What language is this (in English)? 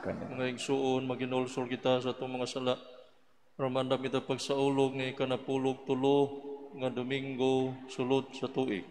Cebuano